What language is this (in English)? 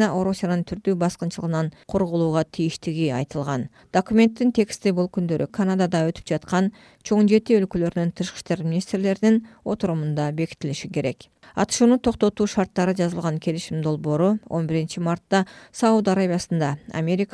Kyrgyz